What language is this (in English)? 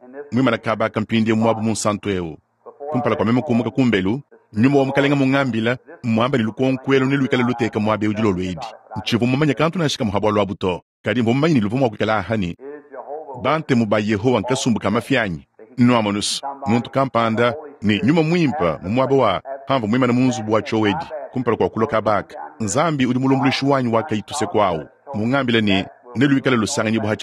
Luba-Lulua